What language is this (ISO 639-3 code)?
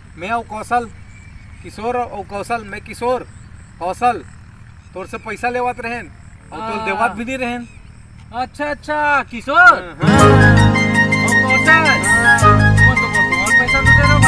hne